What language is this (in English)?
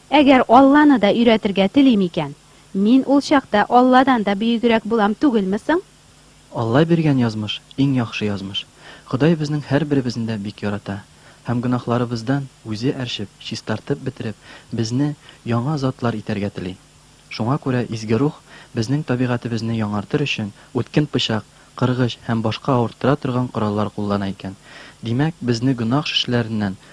Tatar